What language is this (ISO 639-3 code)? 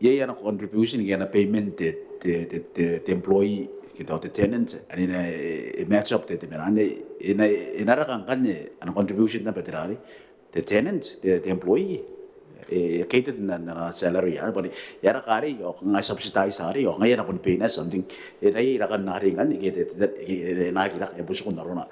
gil